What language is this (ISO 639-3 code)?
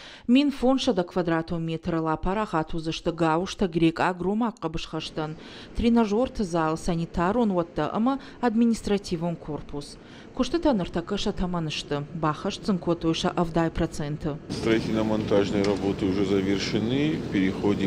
oss